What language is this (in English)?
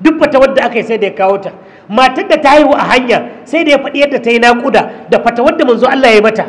Hausa